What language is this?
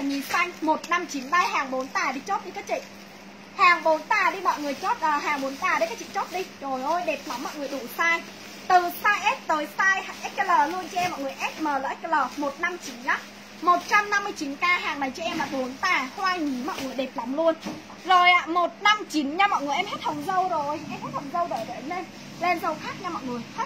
Vietnamese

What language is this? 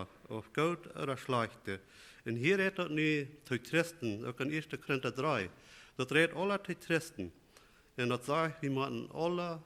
Plautdietsch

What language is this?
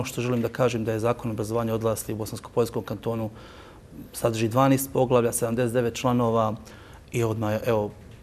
Bosnian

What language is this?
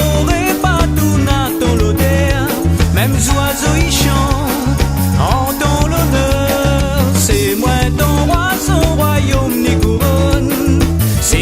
Réunion Creole French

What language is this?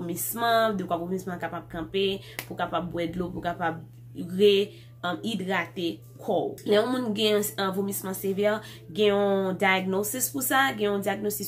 Haitian Creole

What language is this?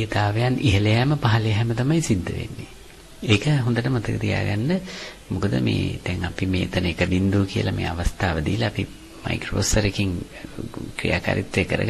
Sinhala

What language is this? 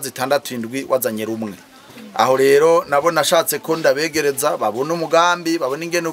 Rundi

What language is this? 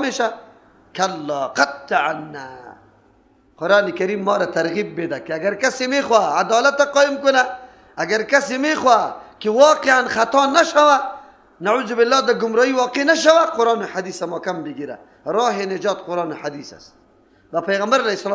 Persian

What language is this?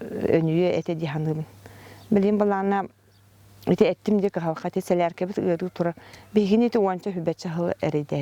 Yakut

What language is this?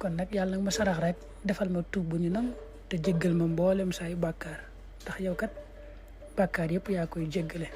Wolof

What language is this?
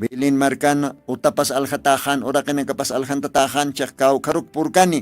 Aymara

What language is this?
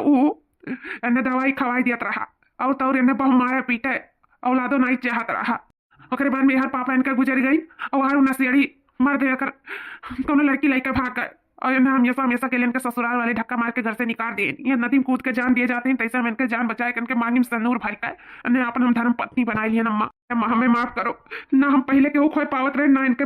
Awadhi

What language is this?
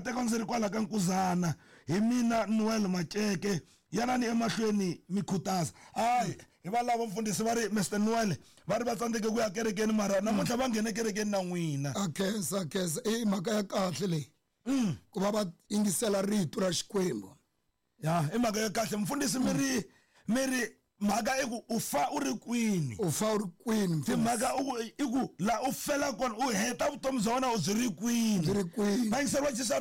Tsonga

